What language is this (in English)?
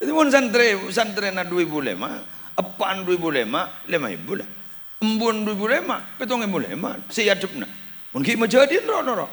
Madurese